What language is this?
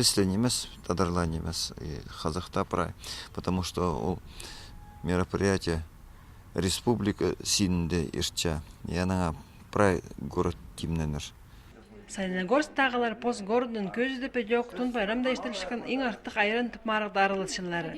Khakas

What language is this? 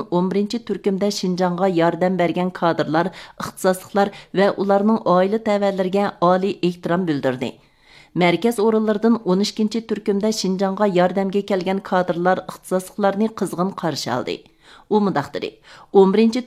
Uyghur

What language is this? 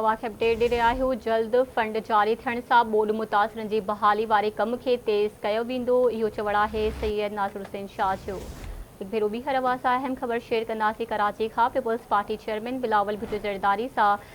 Sindhi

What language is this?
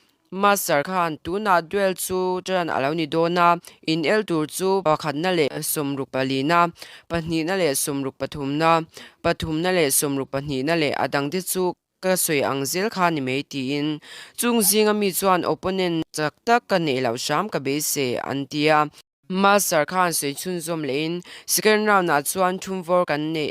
Mizo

